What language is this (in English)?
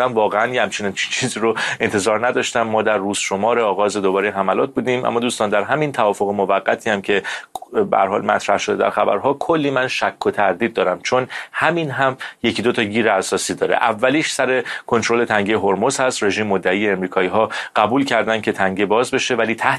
Persian